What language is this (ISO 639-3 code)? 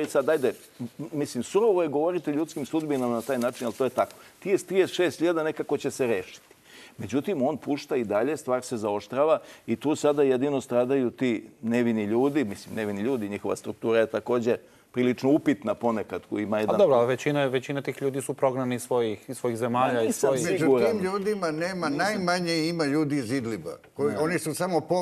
srp